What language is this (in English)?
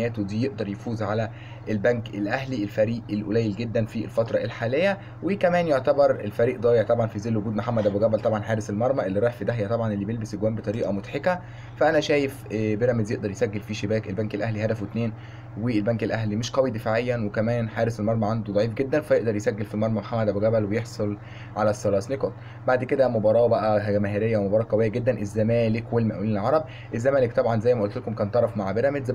Egyptian Arabic